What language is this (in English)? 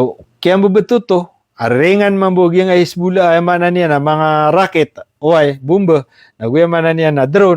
Maranao